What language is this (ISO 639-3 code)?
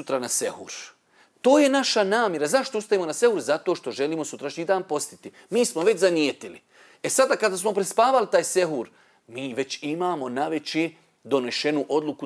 bos